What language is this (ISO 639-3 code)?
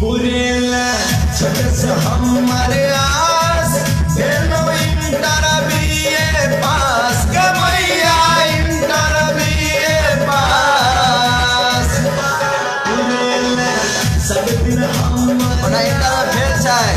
mai